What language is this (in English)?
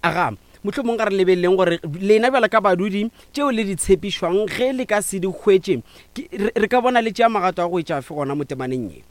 Northern Sotho